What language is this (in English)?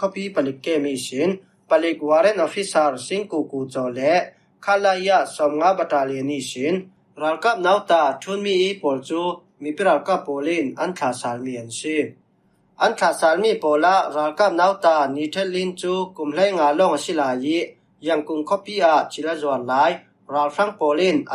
Falam Chin